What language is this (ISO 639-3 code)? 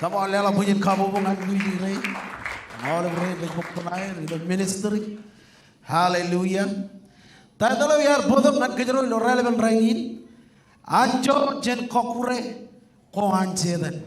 mah